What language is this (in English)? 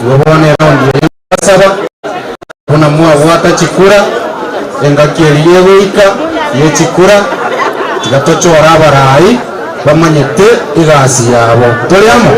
Gusii